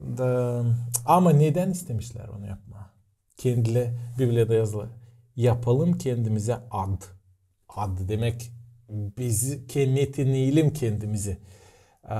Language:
Gagauz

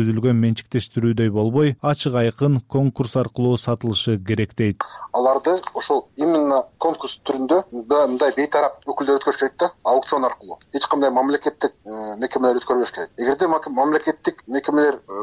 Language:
Kyrgyz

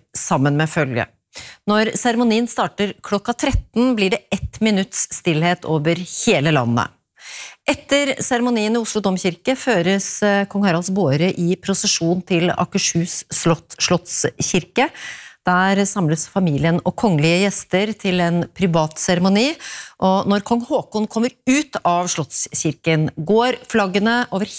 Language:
Norwegian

